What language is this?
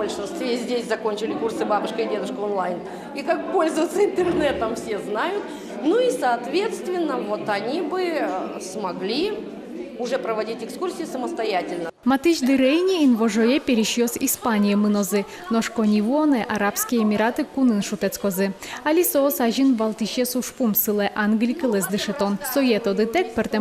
Udmurt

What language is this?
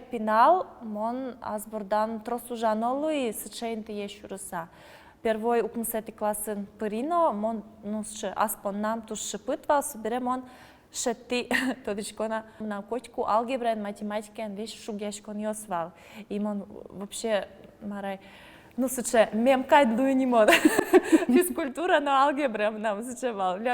Udmurt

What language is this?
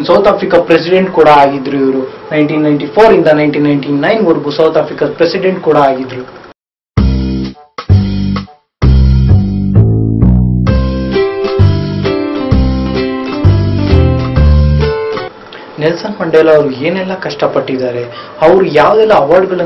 Kannada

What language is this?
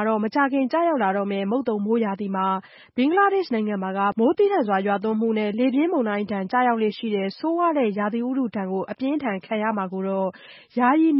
Burmese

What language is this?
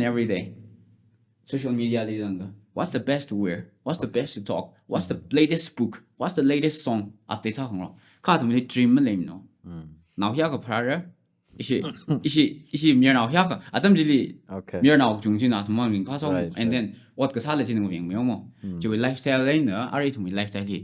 Tangkhul Naga (India)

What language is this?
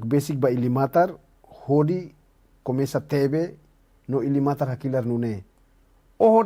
Tetum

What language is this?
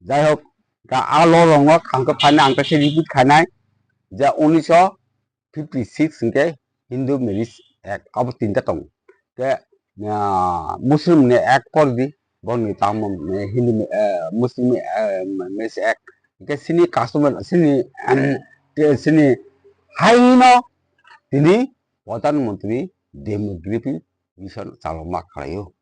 Kok Borok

